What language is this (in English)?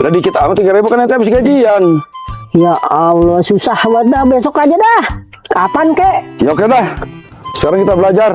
Betawi